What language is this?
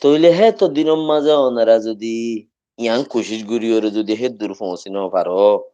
Rohingya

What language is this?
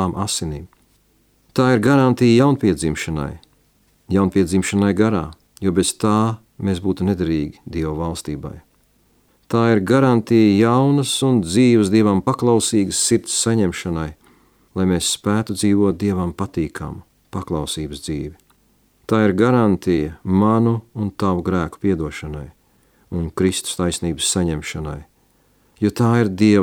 Latvian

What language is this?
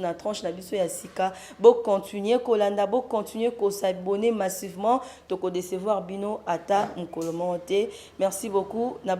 Lingala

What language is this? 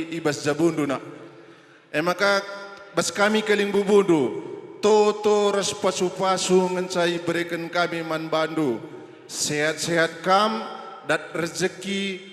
Batak Karo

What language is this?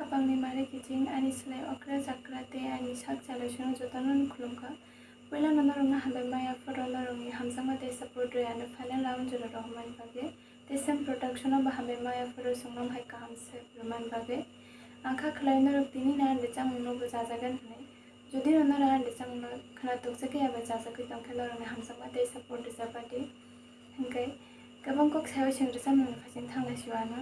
Kok Borok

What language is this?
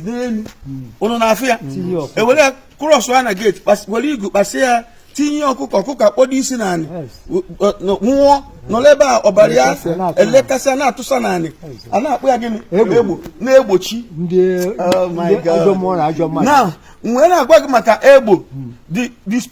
Igbo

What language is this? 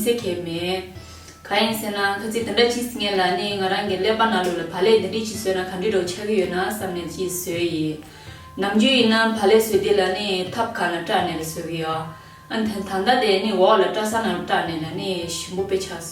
Tibetan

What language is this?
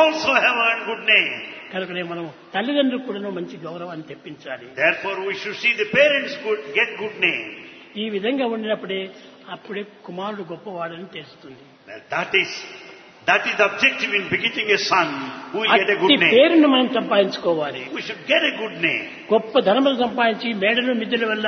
Telugu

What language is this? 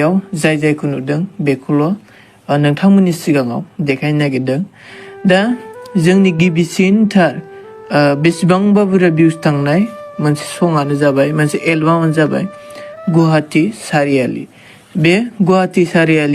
Bodo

